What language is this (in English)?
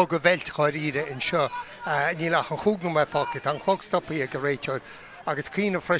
Irish